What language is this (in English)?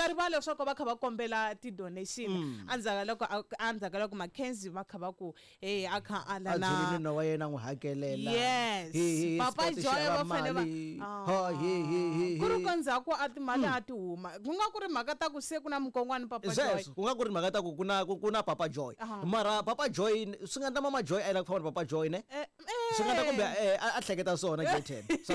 Tsonga